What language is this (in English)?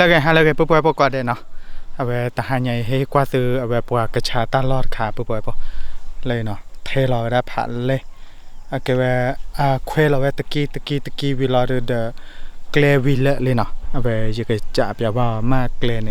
S'gaw Karen